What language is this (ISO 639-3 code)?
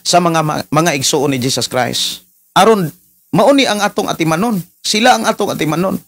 ceb